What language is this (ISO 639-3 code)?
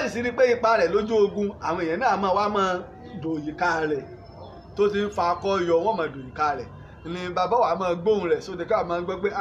yor